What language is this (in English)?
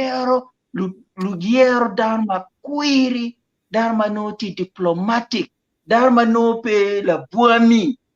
Acoli